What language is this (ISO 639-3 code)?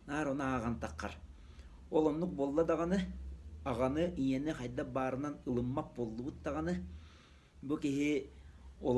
sah